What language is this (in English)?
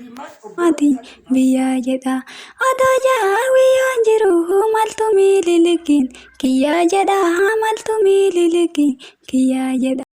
Oromo